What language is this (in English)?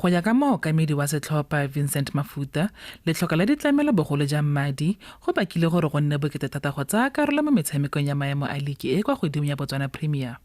Tswana